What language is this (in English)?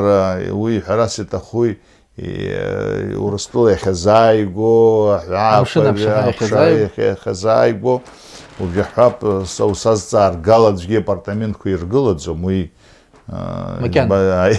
Abkhazian